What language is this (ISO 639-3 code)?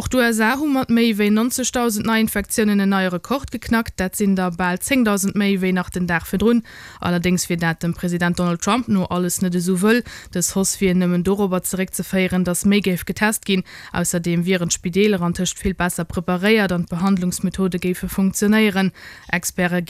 ltz